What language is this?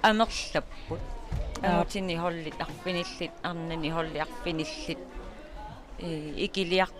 Kalaallisut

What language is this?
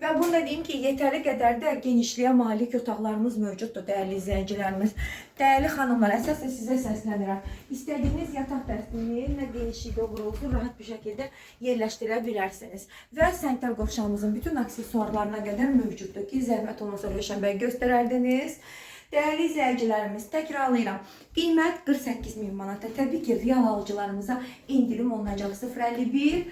Azerbaijani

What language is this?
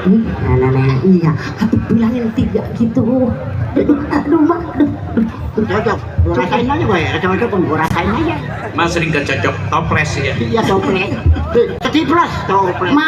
Betawi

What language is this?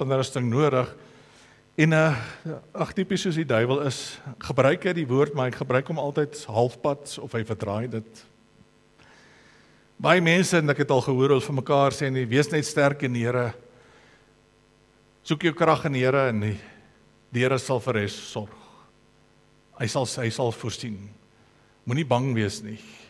Afrikaans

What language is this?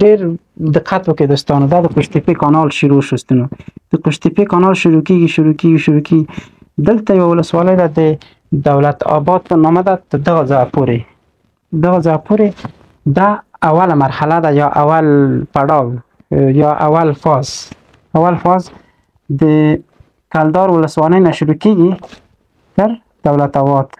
Pashto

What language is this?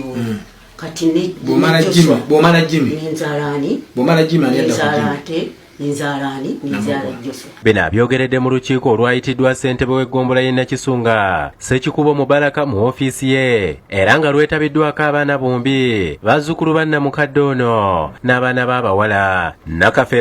Ganda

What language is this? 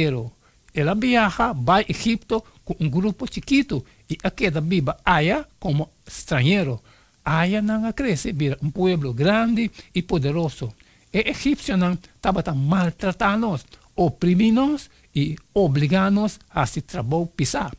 Papiamento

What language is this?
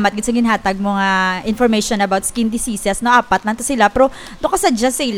Hiligaynon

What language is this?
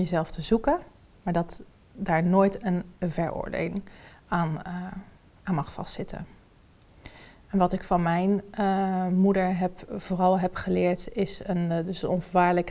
Dutch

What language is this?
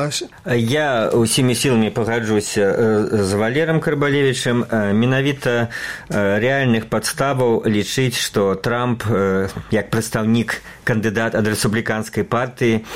Belarusian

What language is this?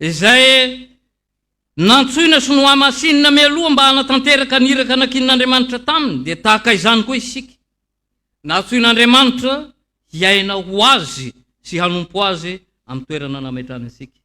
Malagasy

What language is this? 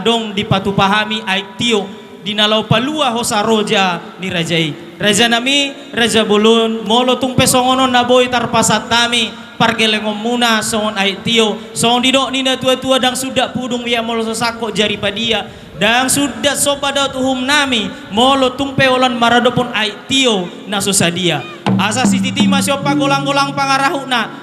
Batak Toba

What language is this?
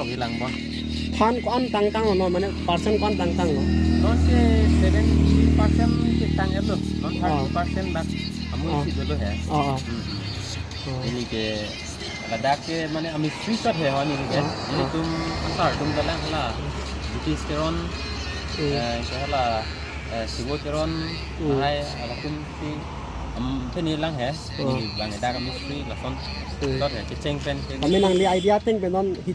Karbi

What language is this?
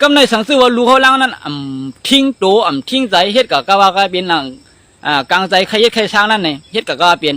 Shan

